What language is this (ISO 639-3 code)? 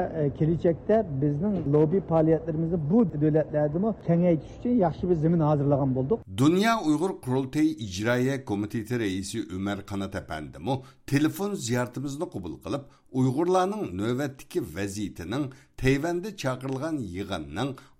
uig